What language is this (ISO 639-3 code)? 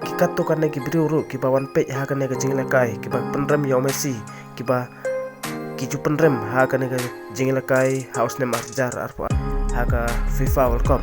kha